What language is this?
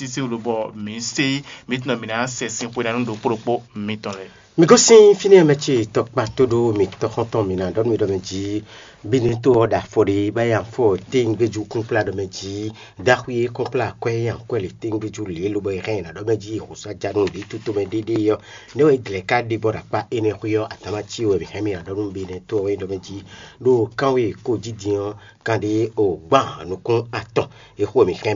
Fon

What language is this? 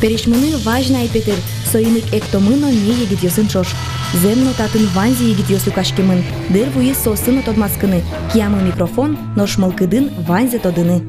Udmurt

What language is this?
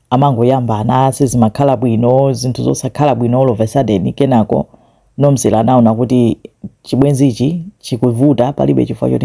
Nyanja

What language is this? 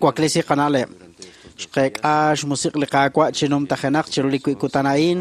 Kekchí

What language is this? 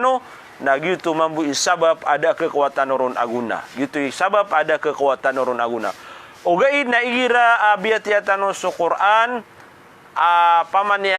Maranao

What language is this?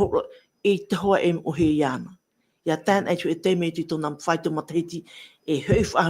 Tahitian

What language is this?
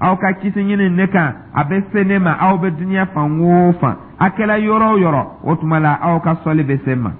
Dyula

